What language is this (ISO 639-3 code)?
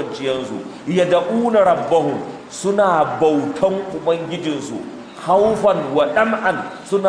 hau